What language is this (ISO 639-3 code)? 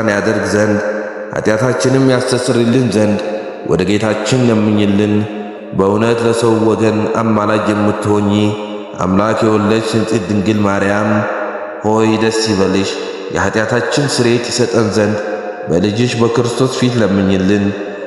amh